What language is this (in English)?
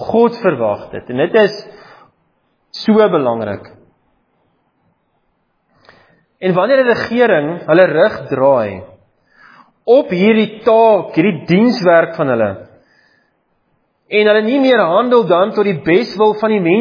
Afrikaans